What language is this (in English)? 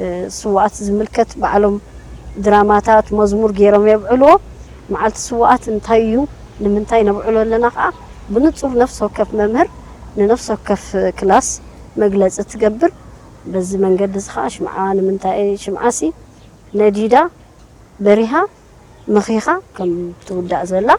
Tigrinya